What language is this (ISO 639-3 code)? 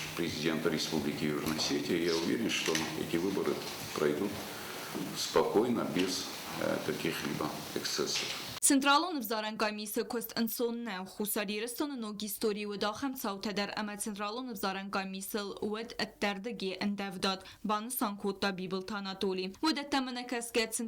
oss